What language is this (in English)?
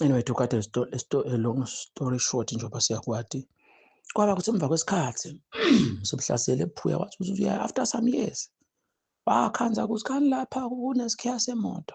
Zulu